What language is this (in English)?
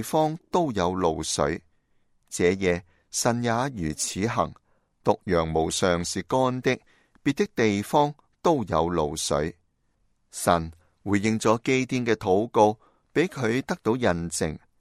Cantonese